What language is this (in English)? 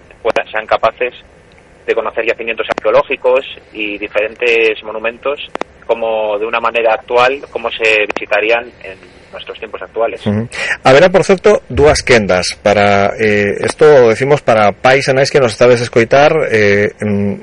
Galician